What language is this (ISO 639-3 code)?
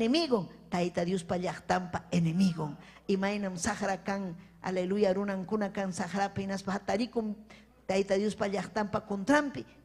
quy